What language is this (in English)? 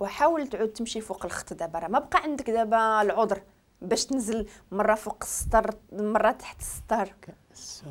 Moroccan Arabic